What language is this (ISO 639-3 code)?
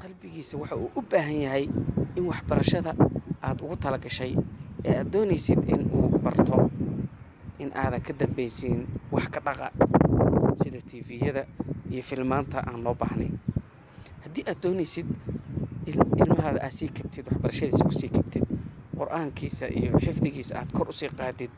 som